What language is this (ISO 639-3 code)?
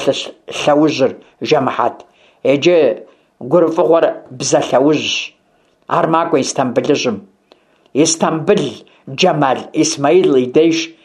kbd